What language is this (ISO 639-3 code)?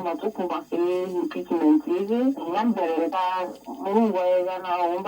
mer